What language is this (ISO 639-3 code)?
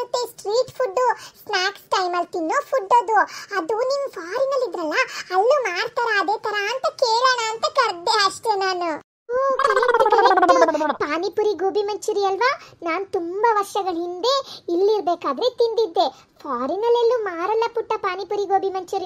kan